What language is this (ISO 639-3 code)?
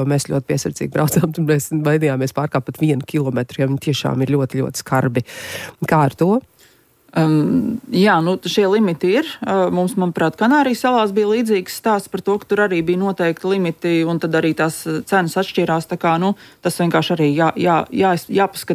lav